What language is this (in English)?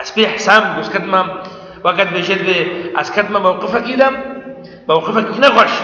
Kurdish